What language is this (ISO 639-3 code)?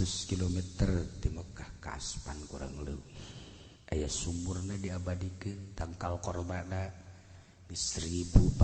sun